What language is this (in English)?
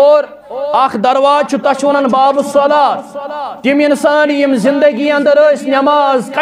Kashmiri